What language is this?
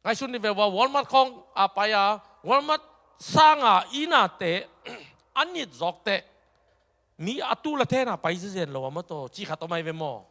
Tedim Chin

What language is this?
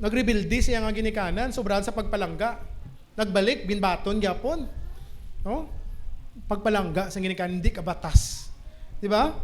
Hiligaynon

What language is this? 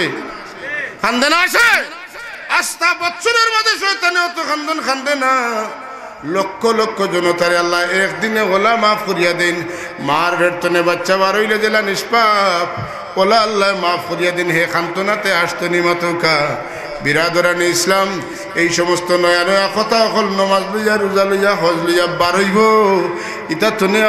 Sylheti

